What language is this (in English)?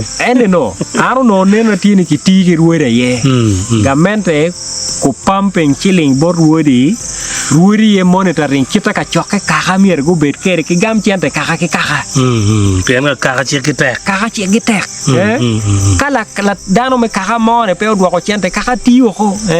Acoli